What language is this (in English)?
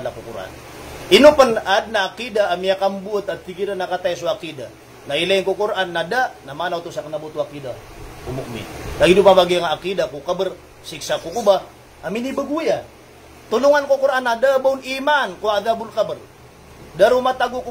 Maranao